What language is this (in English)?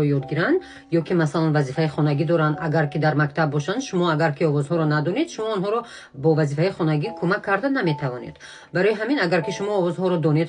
Tajik